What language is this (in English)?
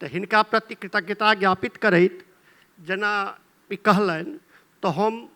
Maithili